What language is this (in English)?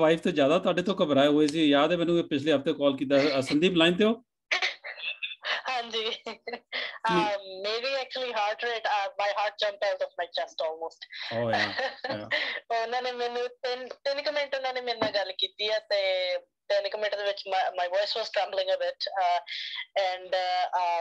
Punjabi